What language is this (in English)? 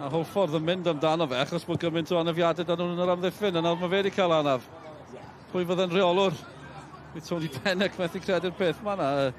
Welsh